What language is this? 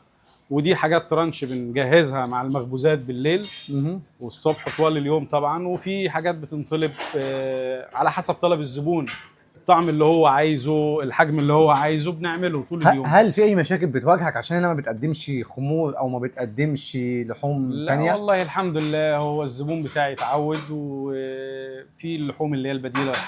Egyptian Arabic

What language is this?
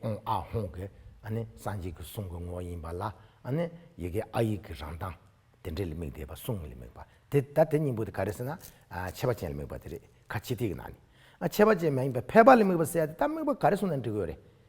Tibetan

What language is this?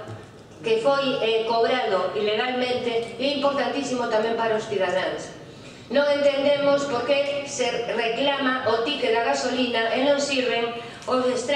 Galician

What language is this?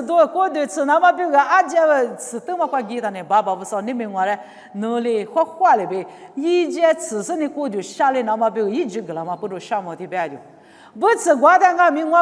Lisu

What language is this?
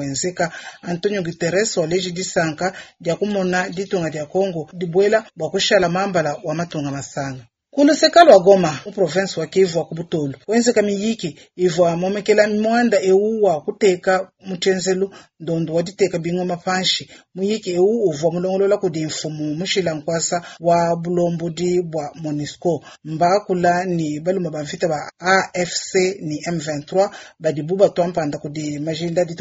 Luba-Lulua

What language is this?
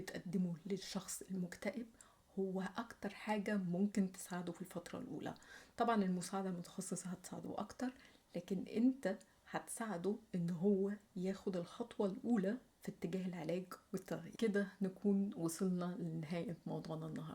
Egyptian Arabic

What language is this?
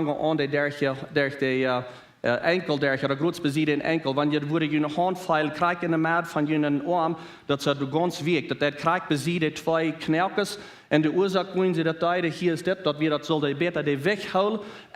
Plautdietsch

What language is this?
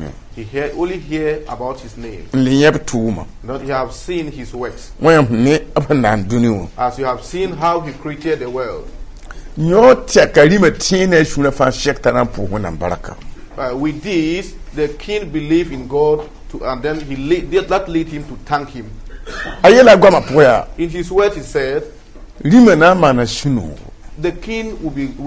Mossi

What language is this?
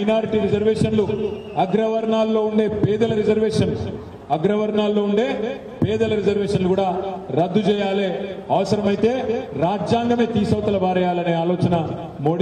Telugu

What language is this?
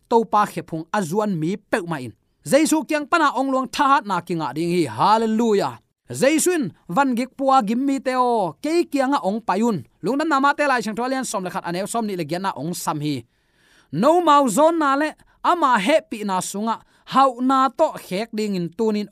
Tedim Chin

